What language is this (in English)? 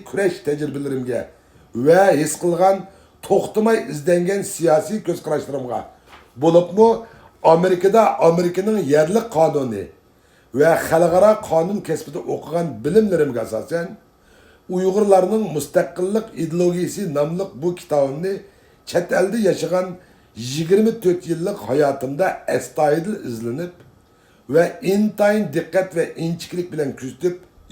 Uyghur